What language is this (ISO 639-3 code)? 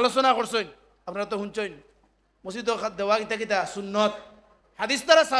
syl